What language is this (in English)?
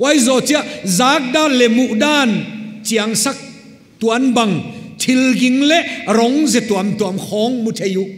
Paite Chin